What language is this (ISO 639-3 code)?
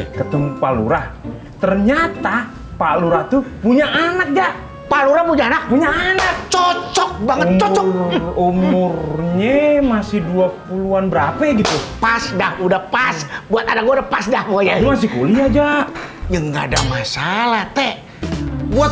bew